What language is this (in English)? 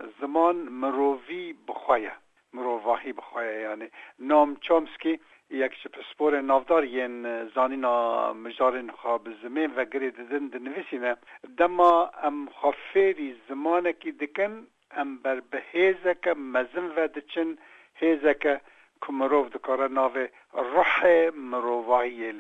Kurdish